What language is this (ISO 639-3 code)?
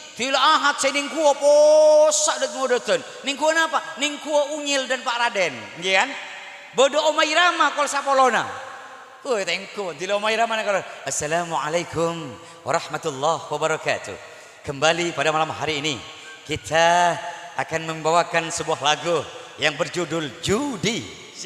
mad